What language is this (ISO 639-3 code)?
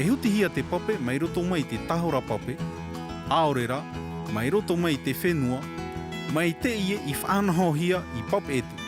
tah